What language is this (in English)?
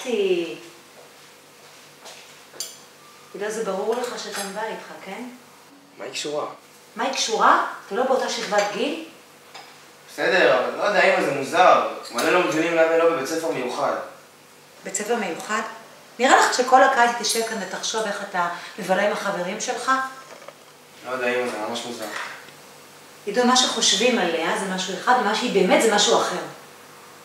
Hebrew